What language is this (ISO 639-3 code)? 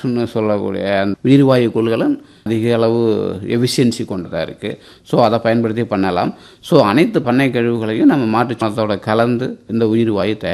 tam